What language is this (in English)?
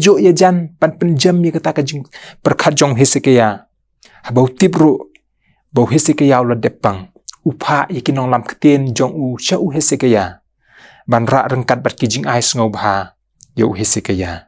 Khasi